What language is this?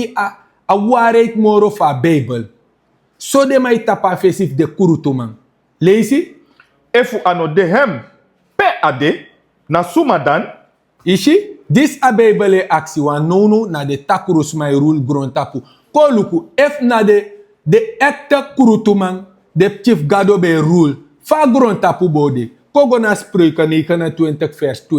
Sranan Tongo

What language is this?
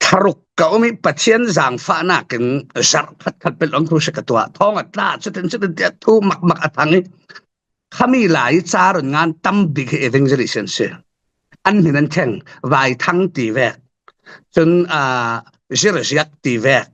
Falam Chin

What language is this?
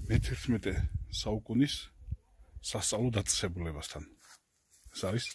Georgian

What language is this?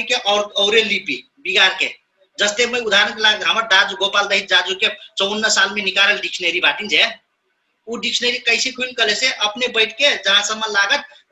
Dangaura Tharu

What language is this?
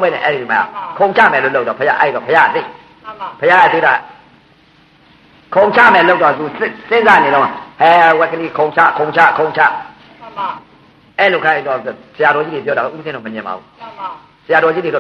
Burmese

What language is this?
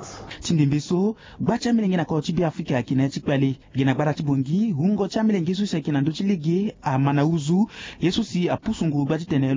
Sango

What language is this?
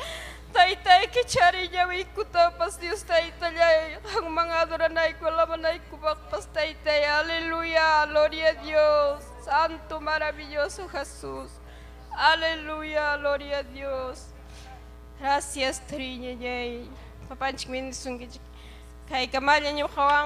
Ayacucho Quechua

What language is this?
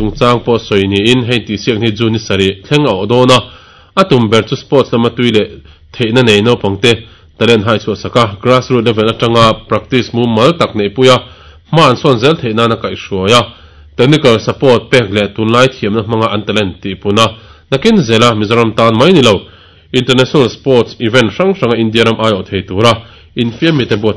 Mizo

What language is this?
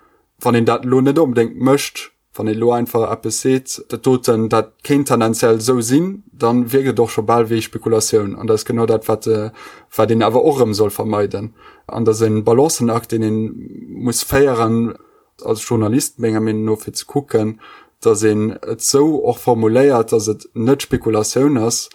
Luxembourgish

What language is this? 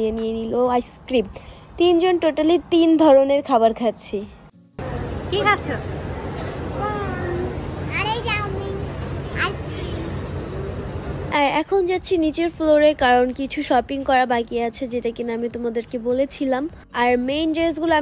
Bangla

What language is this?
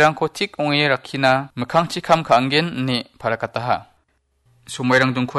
Garo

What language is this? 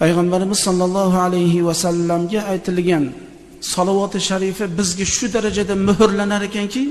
Uzbek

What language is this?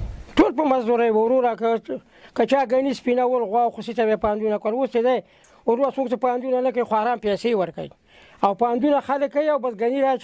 Pashto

